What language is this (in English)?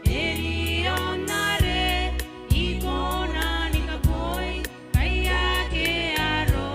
Gilbertese